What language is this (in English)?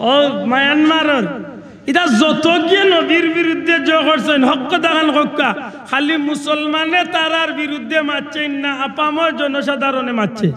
Sylheti